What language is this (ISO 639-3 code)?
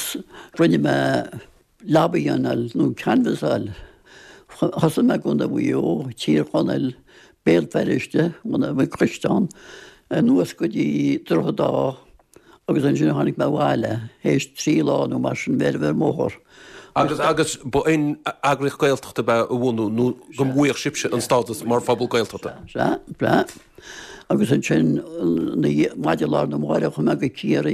gle